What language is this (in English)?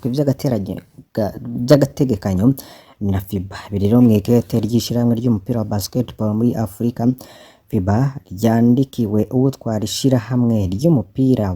Rundi